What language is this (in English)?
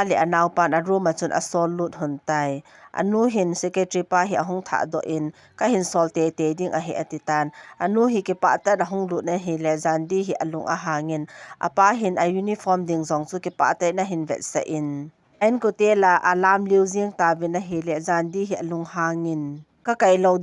Thado Chin